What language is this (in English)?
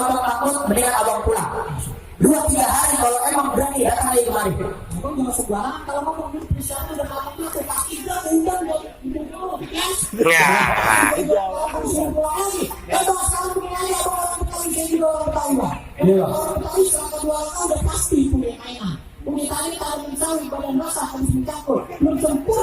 Betawi